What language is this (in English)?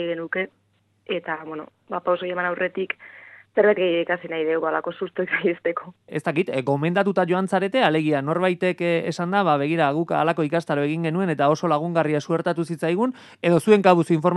Basque